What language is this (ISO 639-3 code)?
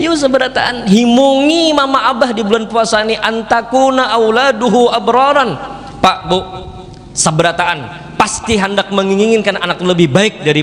bjn